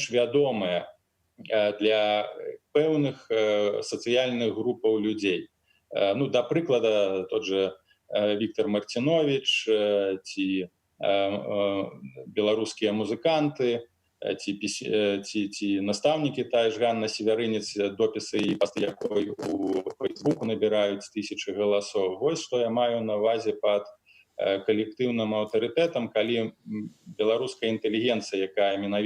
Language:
Belarusian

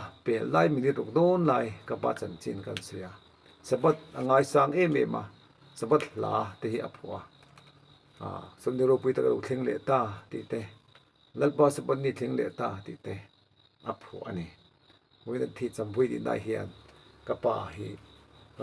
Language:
Mizo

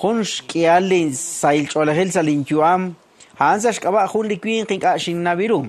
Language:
Kekchí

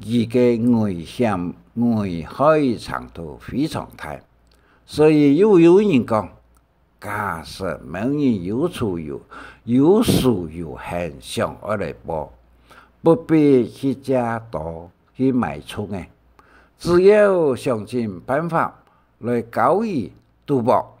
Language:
Hakka Chinese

